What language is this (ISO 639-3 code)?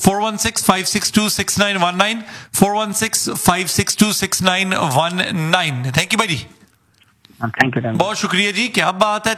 pan